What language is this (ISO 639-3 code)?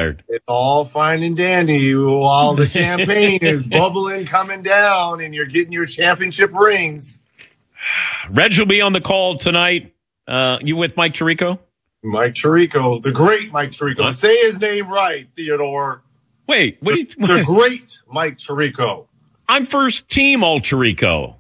eng